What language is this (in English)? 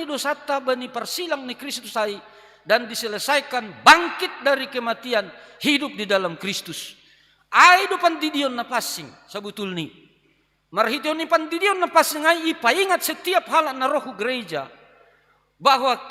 Batak Simalungun